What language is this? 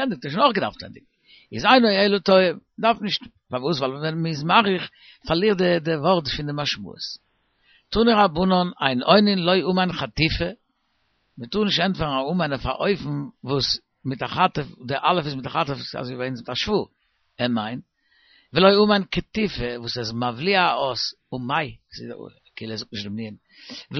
Yiddish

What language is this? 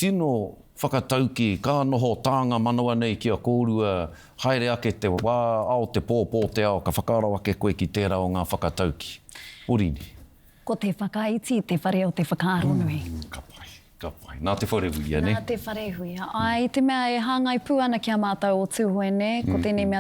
Māori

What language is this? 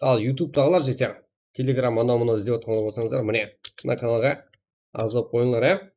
Kara-Kalpak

